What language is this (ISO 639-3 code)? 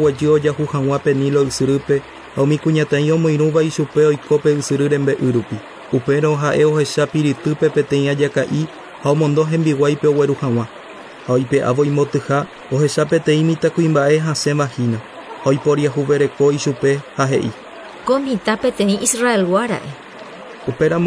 grn